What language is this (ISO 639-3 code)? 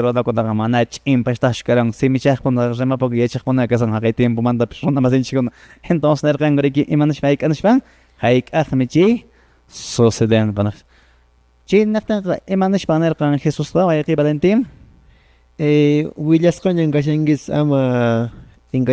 que